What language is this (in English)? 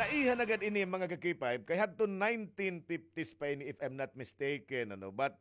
Waray